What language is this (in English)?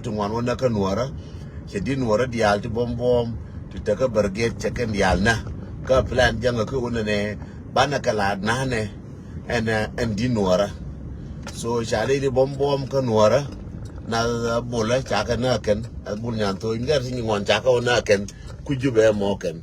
Nuer